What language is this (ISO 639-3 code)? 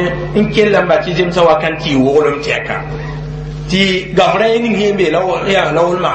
mos